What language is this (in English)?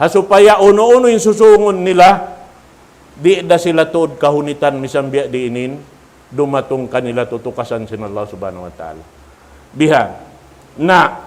Tausug